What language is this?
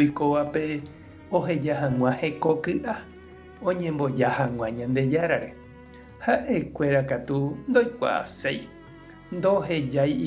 Guarani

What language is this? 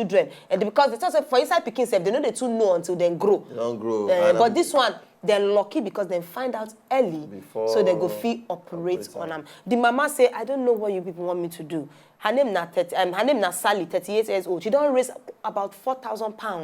Nigerian Pidgin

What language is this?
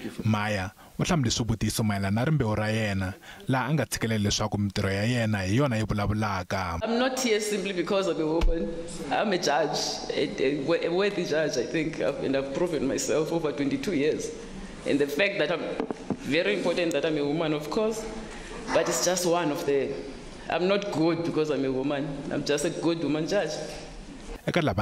Tsonga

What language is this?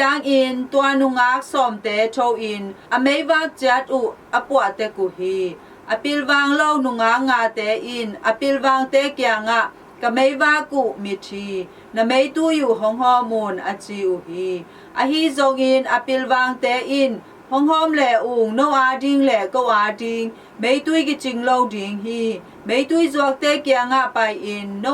Tedim Chin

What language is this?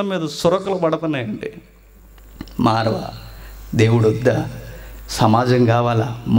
Telugu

